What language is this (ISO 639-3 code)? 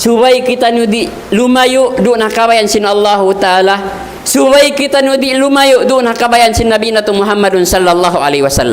tsg